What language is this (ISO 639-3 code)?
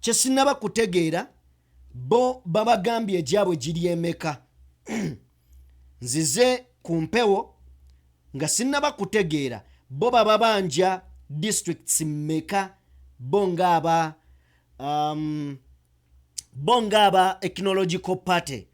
lug